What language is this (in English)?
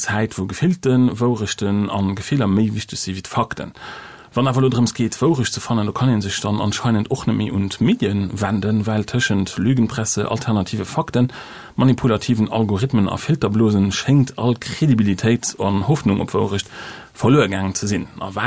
Luxembourgish